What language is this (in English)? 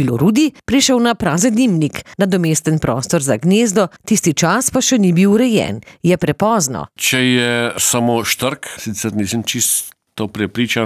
Slovenian